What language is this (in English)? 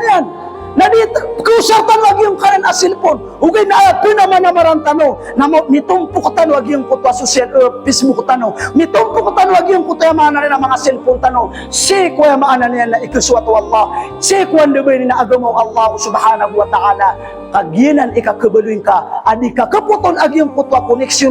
Maranao